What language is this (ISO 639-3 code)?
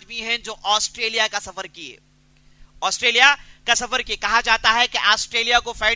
urd